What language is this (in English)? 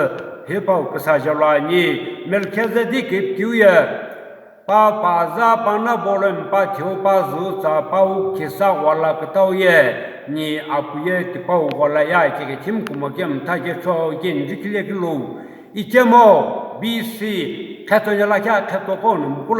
Sumi Naga